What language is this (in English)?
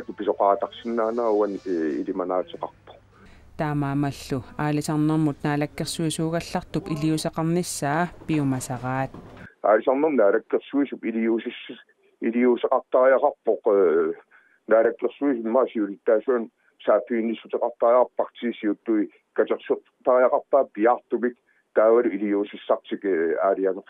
Kalaallisut